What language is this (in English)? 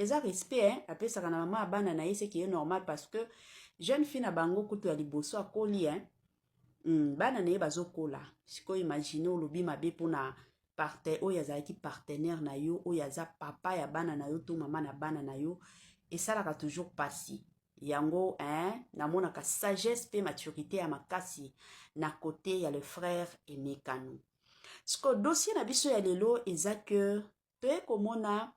Lingala